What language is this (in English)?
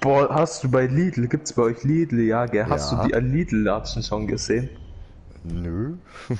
Swiss German